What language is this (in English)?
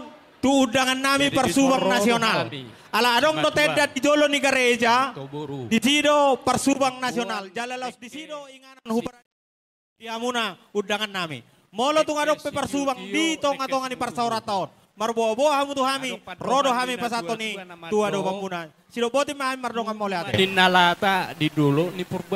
Batak Toba